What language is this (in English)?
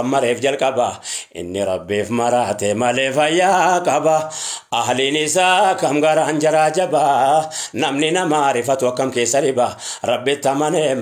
Oromo